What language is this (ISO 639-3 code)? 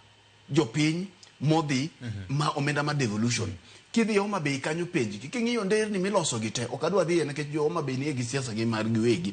luo